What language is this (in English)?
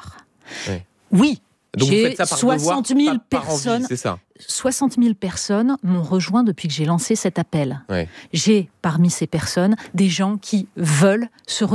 French